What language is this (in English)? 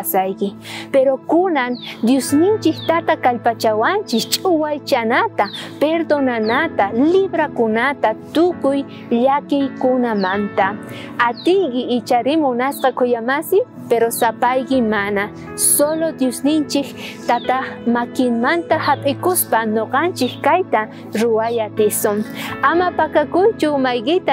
South Bolivian Quechua